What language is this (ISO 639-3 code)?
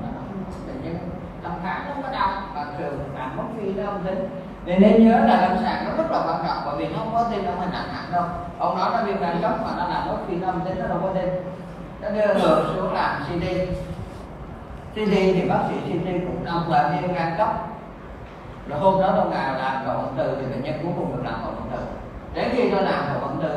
vie